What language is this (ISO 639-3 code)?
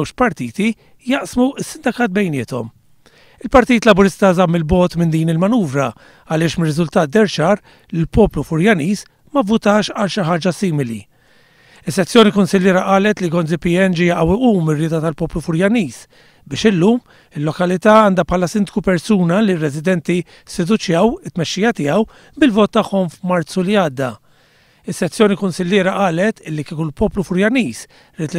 mlt